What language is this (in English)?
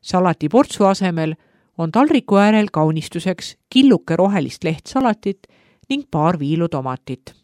Estonian